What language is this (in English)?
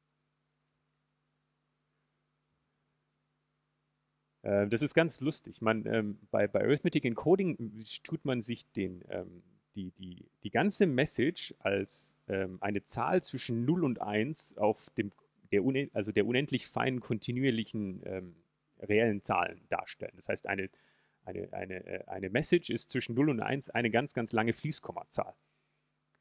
German